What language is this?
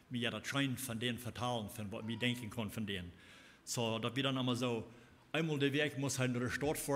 Plautdietsch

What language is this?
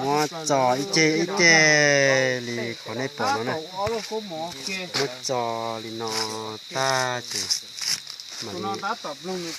Hmong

